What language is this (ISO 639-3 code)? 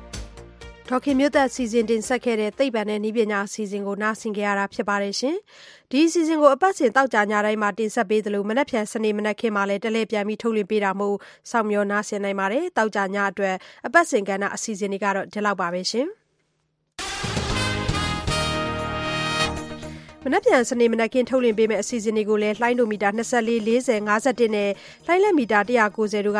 mya